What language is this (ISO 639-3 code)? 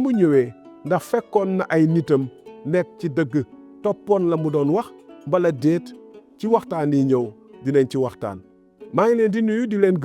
wol